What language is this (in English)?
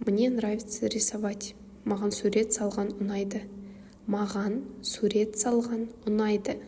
Kazakh